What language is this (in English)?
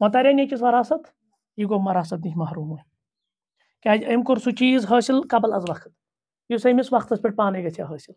Kashmiri